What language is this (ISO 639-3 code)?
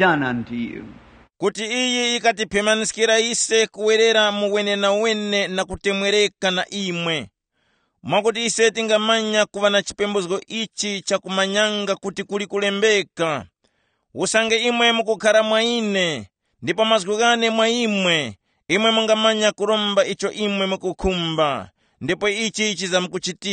tum